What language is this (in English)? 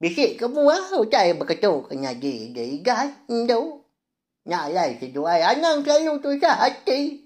Iban